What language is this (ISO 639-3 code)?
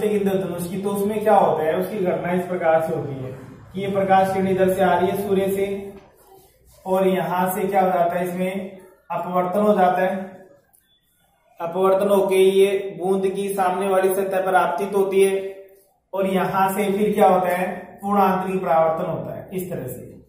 hin